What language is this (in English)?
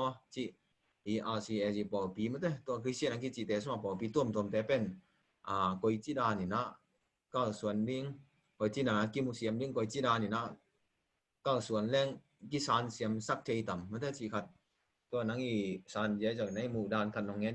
Tedim Chin